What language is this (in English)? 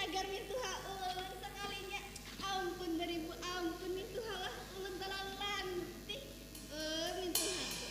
Banjar